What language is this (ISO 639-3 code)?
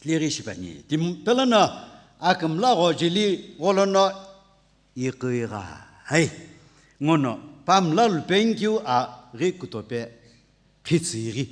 nsm